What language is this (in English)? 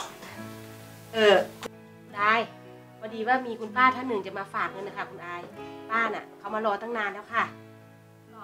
Thai